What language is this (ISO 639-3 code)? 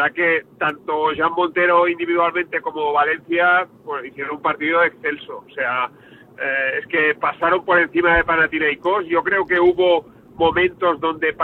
spa